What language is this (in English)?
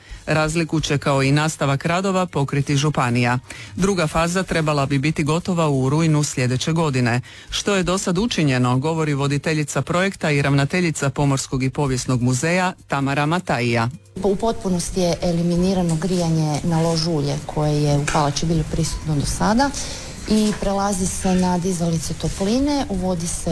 Croatian